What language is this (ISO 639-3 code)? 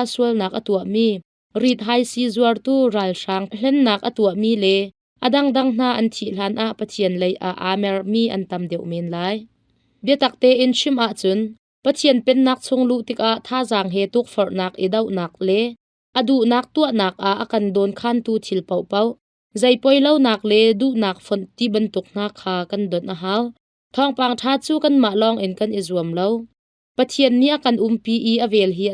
cnh